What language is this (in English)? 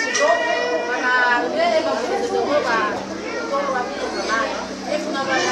Nias